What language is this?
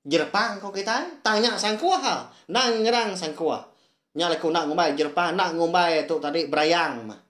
Iban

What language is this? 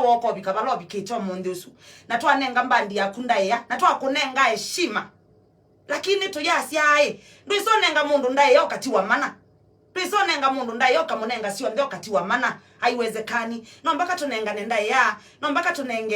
Kamba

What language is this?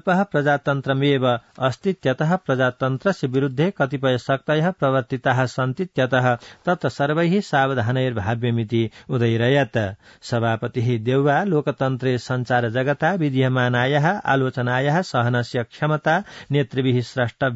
Sanskrit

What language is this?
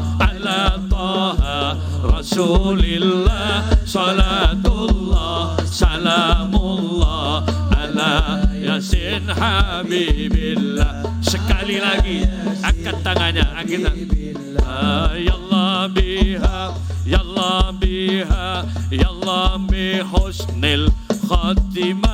Madurese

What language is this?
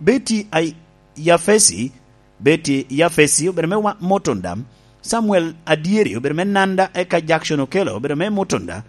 Lango (Uganda)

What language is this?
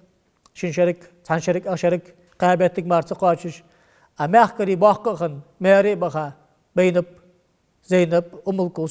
Ingush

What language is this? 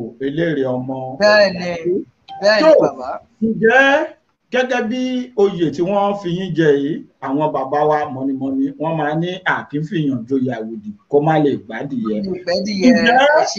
Yoruba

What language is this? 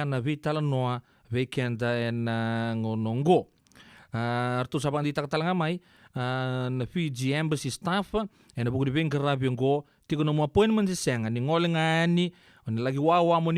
Fijian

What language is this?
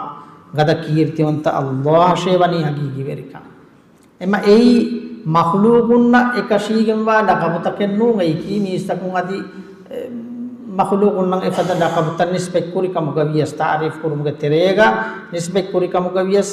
Divehi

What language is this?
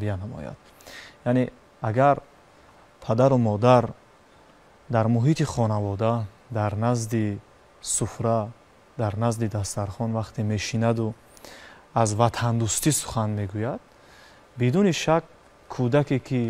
Tajik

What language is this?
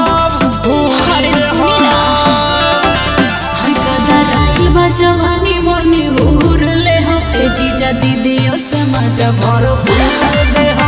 Bhojpuri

